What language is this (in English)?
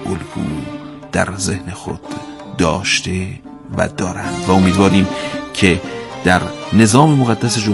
Persian